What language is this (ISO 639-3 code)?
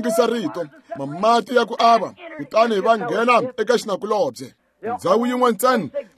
tso